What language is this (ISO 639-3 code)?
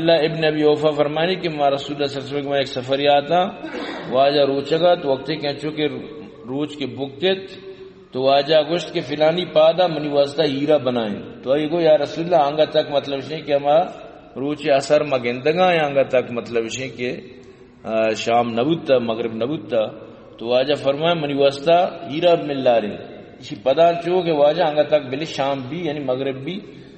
bal